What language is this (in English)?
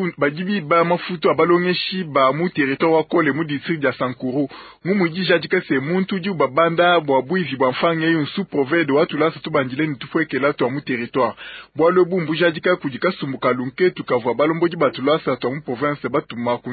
Luba-Lulua